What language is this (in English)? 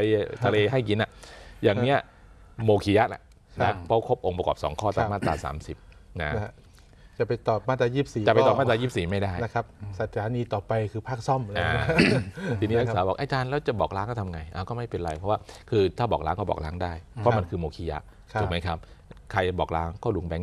Thai